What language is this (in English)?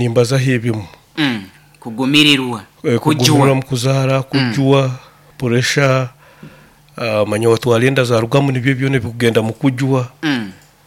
Nyoro